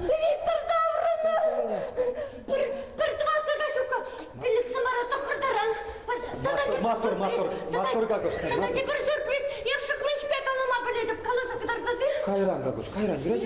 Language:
Chuvash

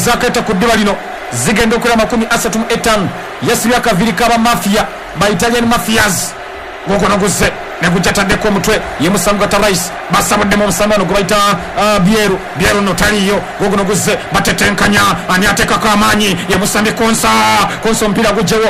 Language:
Ganda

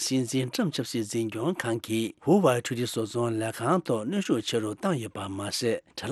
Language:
Tibetan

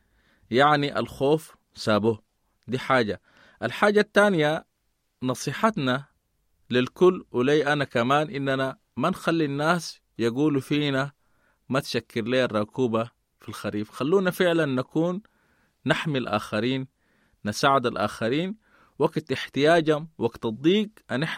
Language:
Sudanese Arabic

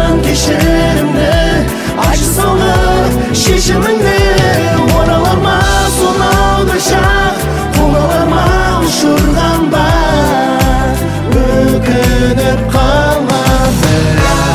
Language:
Kazakh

